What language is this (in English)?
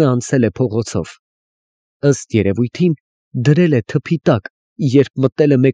Armenian